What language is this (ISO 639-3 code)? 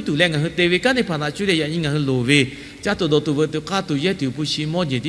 lhu